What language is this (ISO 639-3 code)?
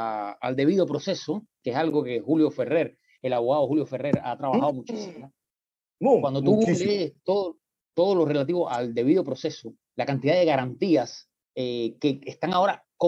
spa